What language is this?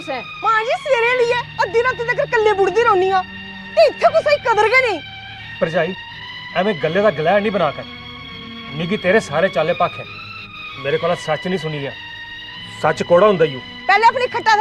Dogri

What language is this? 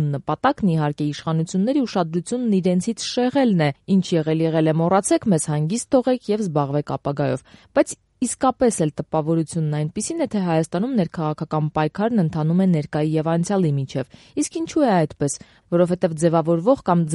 Armenian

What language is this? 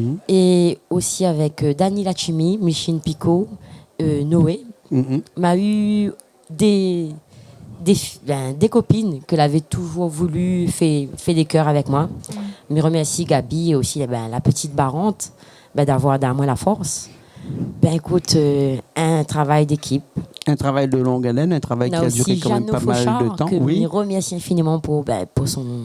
Réunion Creole French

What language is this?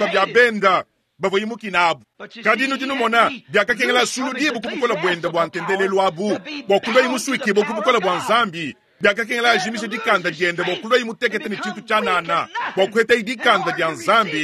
Luba-Lulua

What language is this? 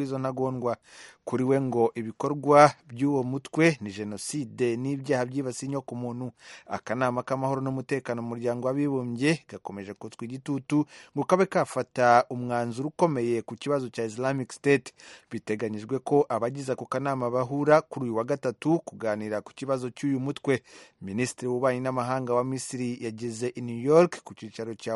Kinyarwanda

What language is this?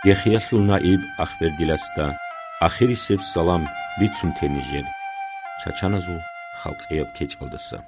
Avaric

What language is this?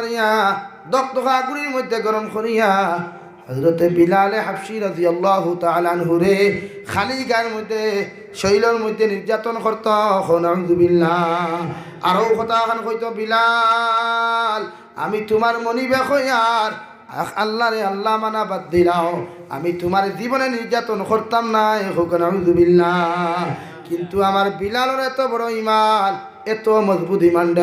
Sylheti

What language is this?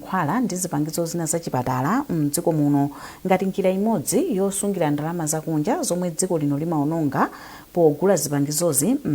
Nyanja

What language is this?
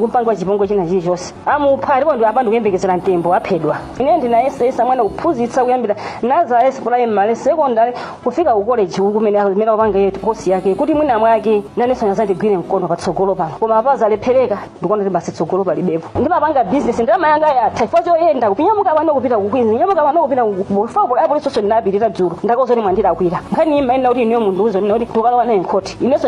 Nyanja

